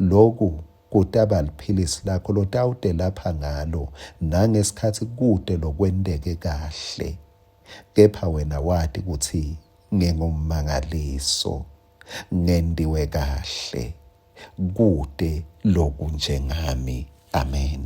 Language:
Swati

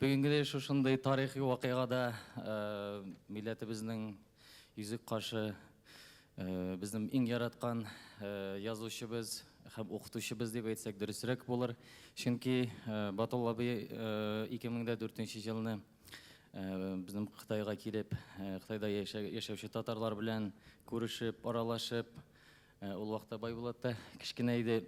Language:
Tatar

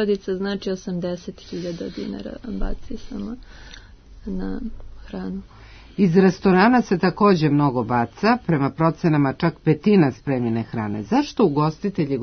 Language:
Serbian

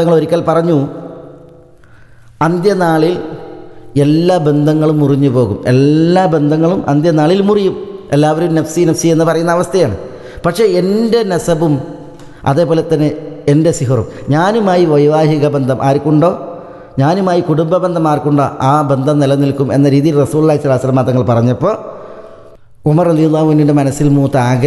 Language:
Malayalam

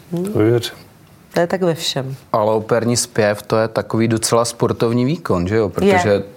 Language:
Czech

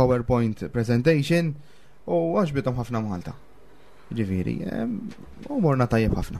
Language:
Maltese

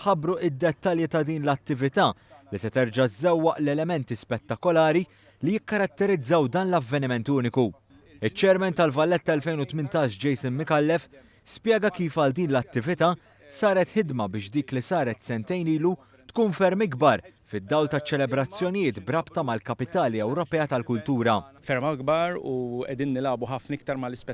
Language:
Maltese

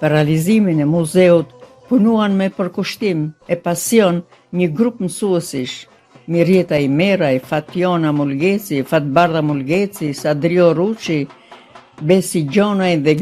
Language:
Albanian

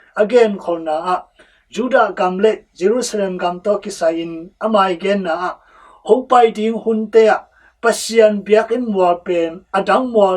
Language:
Tedim Chin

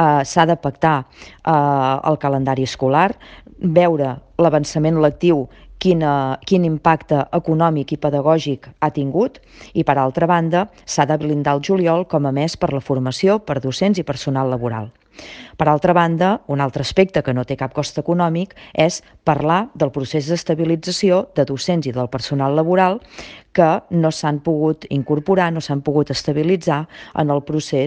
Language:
Catalan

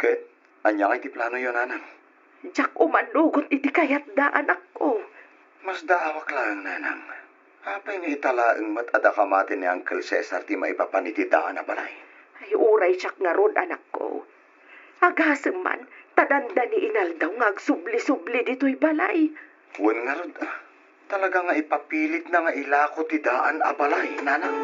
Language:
Iloko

